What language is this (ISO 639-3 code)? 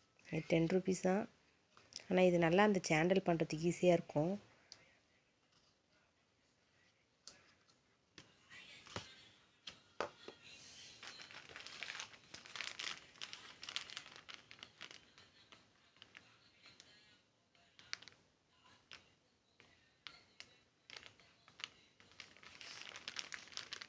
tam